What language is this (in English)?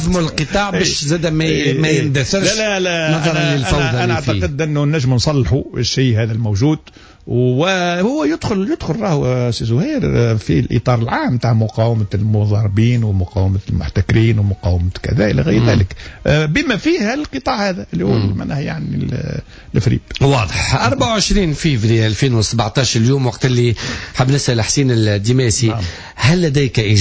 Tunisian Arabic